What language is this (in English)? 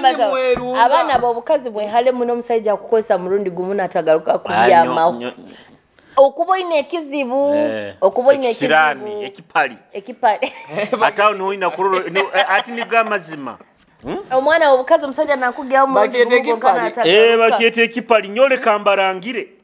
Nyoro